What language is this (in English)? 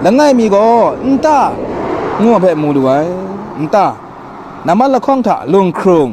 Kachin